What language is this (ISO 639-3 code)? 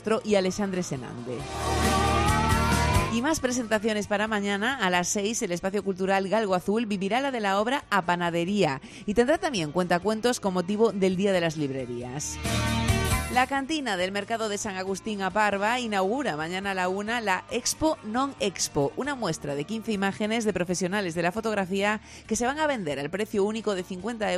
spa